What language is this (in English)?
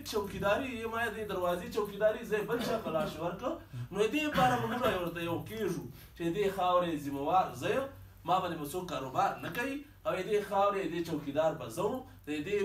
Pashto